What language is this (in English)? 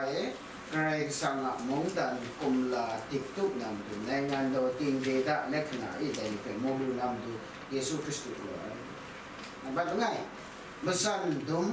Kachin